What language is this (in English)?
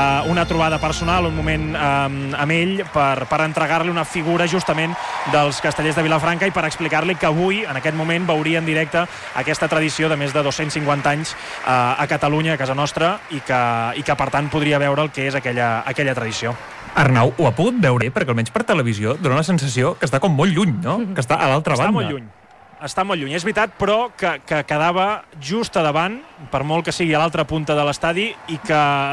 Catalan